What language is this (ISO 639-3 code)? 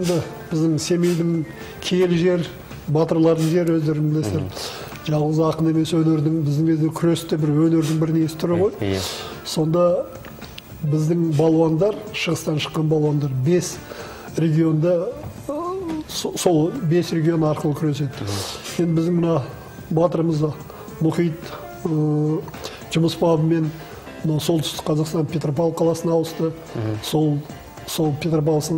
kaz